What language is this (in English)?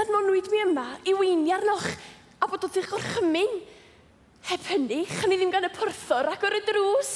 Welsh